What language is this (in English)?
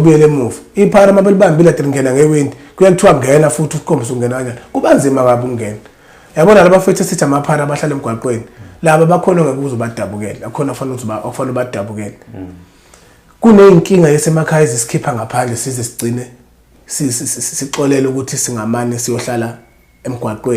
Zulu